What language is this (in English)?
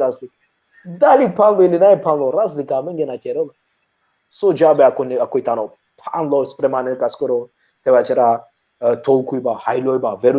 Balkan Romani